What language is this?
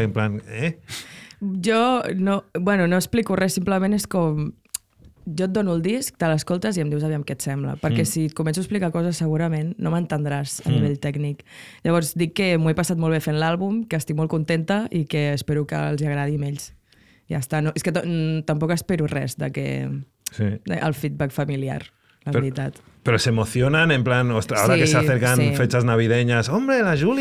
Catalan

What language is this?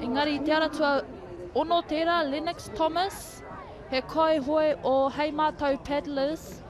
Māori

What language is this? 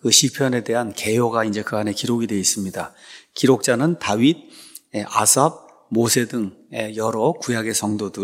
Korean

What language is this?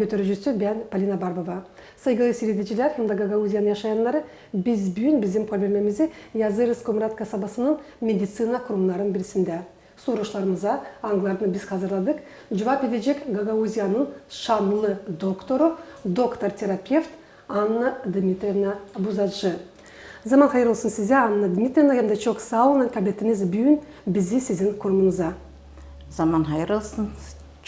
Gagauz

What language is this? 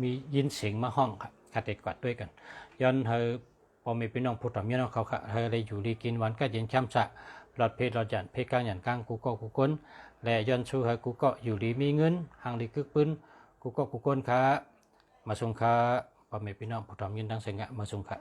Shan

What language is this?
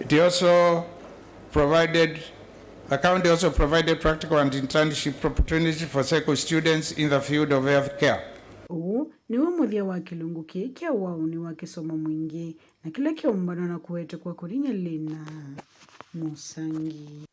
Kamba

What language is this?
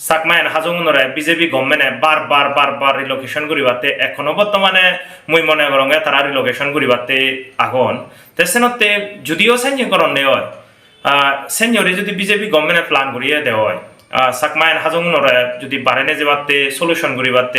Chakma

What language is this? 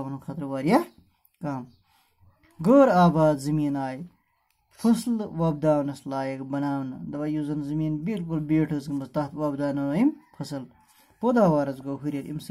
Kashmiri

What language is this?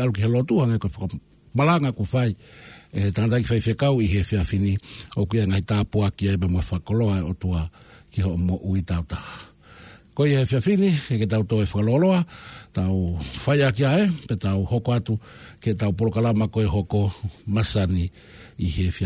Tongan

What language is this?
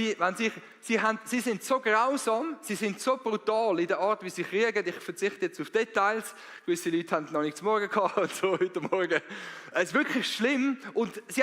Swiss German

